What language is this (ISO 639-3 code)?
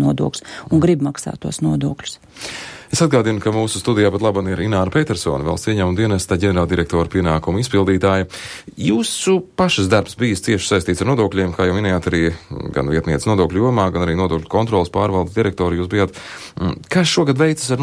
lav